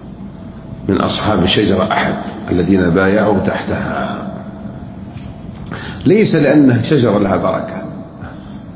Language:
Arabic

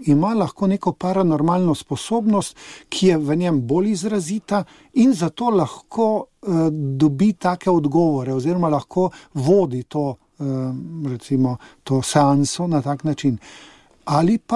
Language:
Slovenian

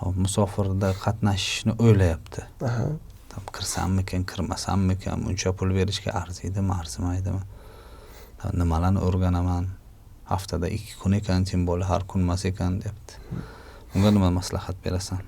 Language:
Uzbek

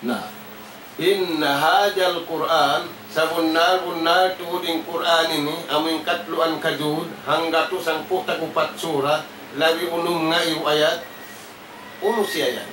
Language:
Tausug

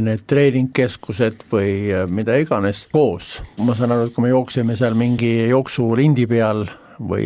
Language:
Estonian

